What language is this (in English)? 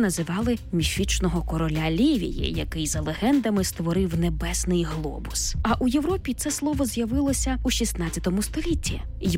Ukrainian